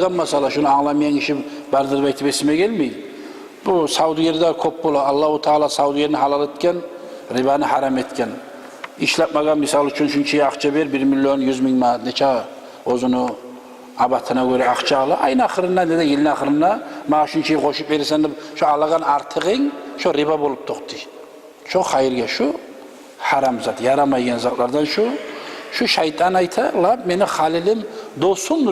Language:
Kumyk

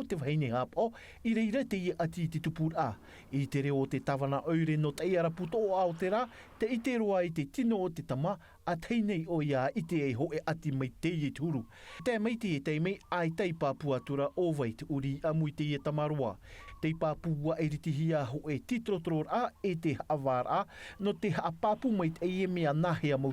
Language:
Tahitian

